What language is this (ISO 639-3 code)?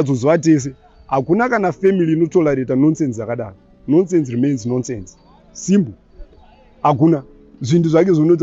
sna